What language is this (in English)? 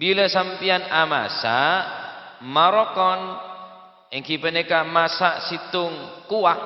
Madurese